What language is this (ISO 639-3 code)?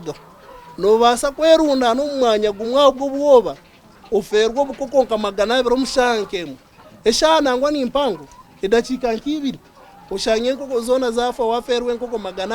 nyn